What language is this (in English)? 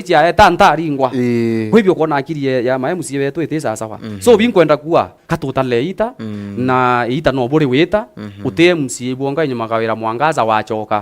Meru